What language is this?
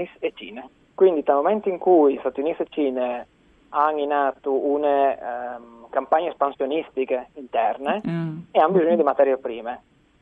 Friulian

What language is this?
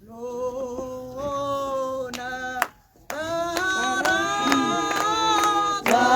Tswana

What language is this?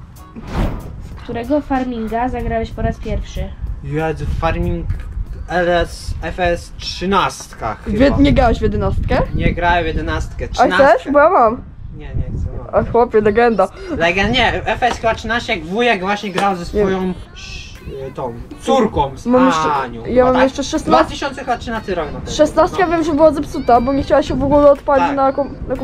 Polish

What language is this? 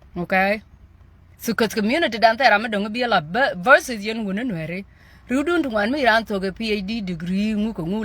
Nuer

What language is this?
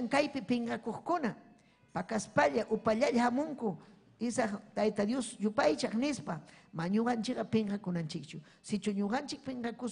Ayacucho Quechua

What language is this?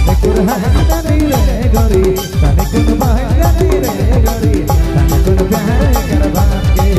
Sadri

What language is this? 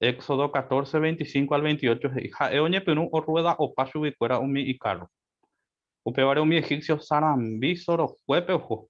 Guarani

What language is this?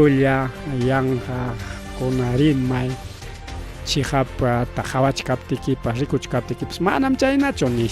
Ayacucho Quechua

